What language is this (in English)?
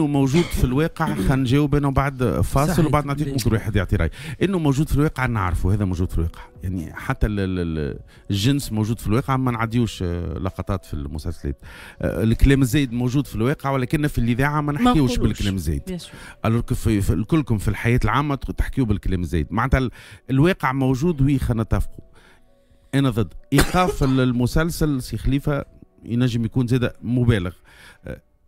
Tunisian Arabic